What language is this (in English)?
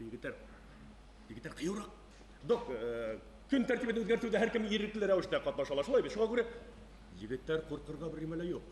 Bashkir